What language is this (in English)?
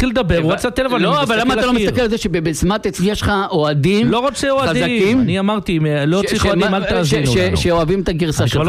Hebrew